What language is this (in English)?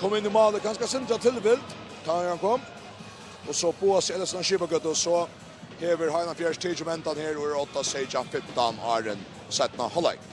Faroese